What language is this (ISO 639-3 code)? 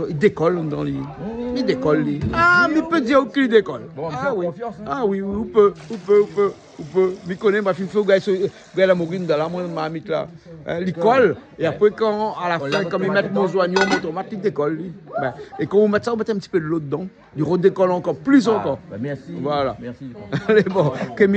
rcf